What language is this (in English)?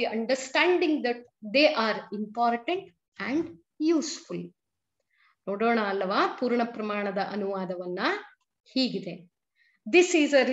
Kannada